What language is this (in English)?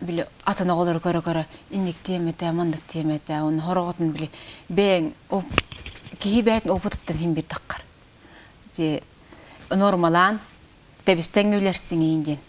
Yakut